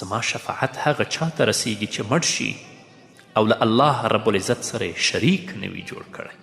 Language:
Pashto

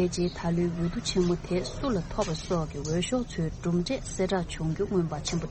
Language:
Tibetan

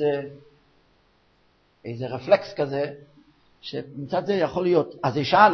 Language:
Hebrew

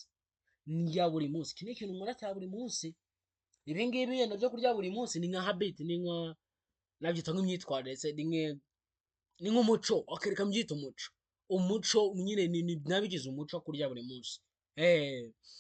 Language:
Kinyarwanda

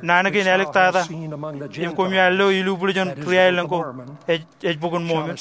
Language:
Marshallese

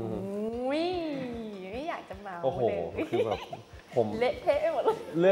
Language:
Thai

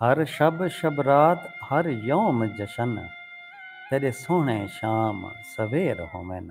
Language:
Saraiki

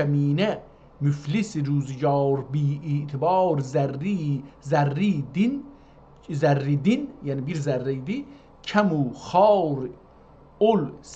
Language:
South Azerbaijani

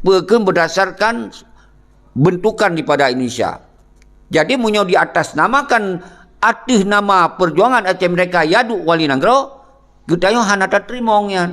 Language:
Achinese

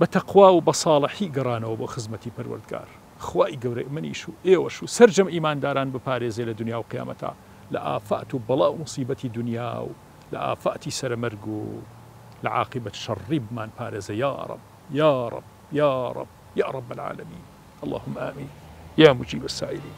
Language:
Central Kurdish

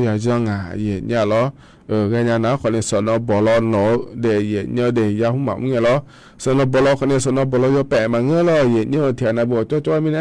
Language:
Akha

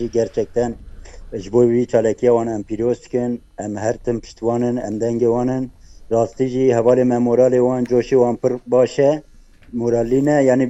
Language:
Kurdish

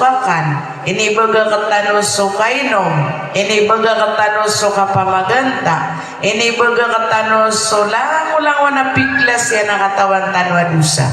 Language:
Maranao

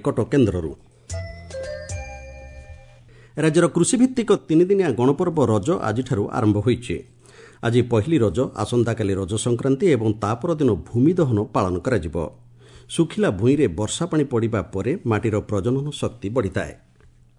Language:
Odia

